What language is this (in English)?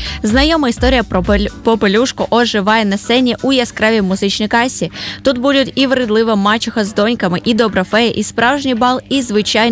Ukrainian